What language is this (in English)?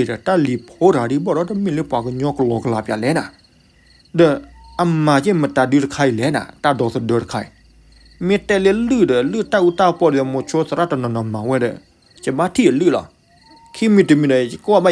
S'gaw Karen